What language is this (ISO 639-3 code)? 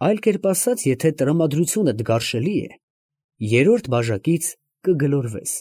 hye